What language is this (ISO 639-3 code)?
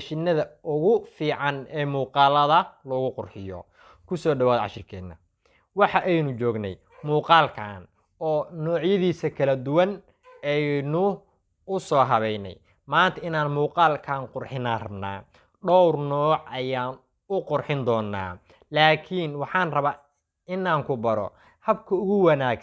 som